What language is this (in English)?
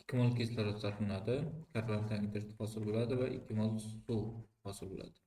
Uzbek